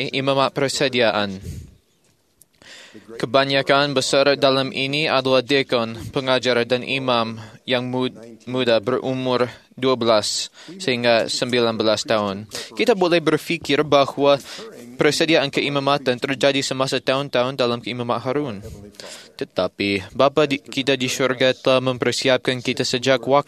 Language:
Malay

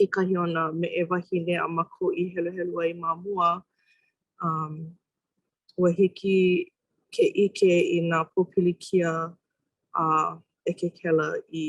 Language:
Hawaiian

